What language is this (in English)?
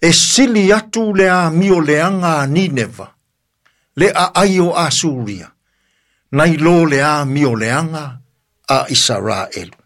Samoan